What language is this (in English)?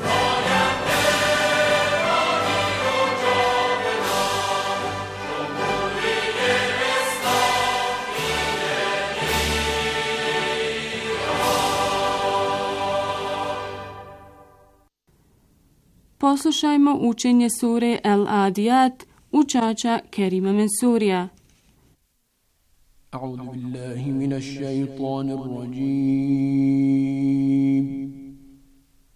Bosnian